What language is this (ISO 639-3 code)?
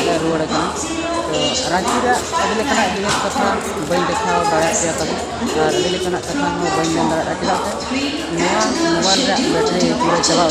sat